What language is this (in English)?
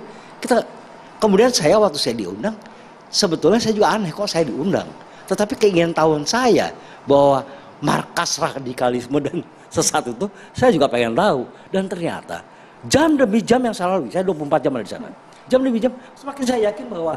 Indonesian